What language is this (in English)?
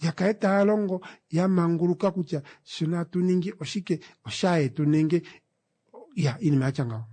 Kuanyama